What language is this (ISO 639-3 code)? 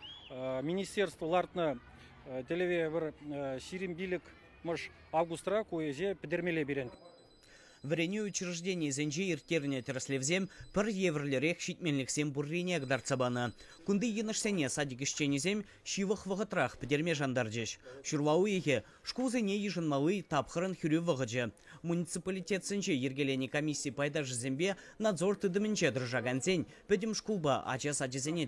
chv